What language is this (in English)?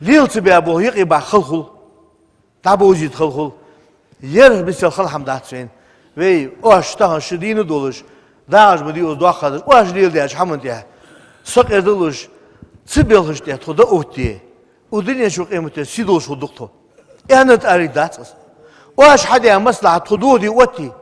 Ingush